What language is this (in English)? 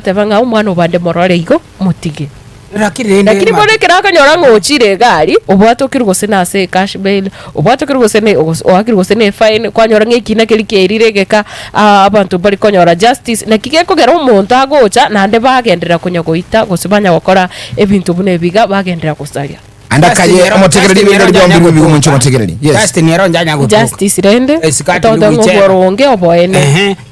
Gusii